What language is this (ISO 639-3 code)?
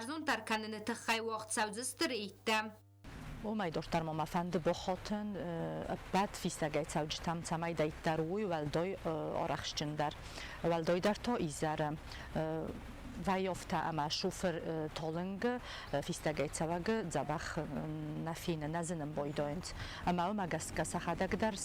oss